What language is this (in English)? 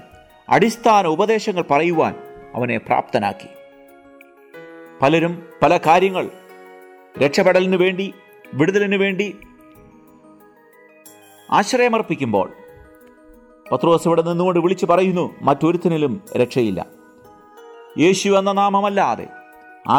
Malayalam